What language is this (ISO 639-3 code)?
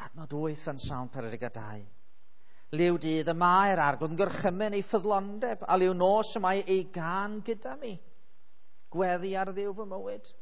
cym